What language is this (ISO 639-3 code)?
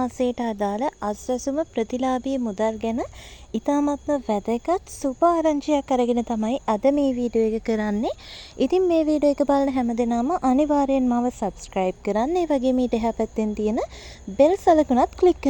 sin